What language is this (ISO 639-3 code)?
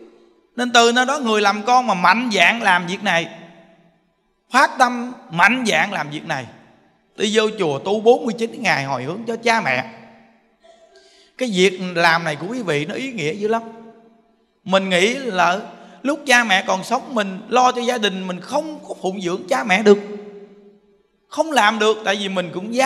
vie